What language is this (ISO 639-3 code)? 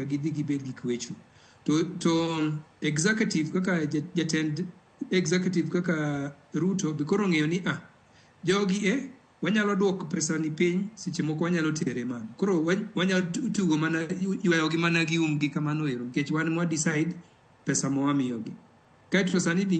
luo